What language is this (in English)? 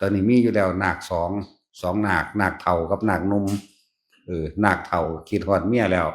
Northeastern Thai